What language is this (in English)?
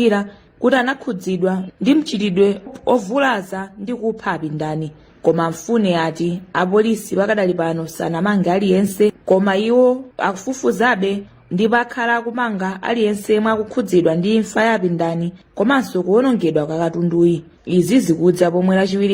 Nyanja